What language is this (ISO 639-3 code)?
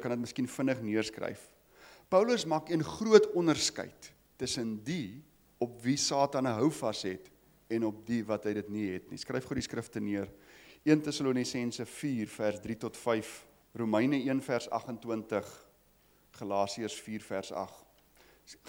afr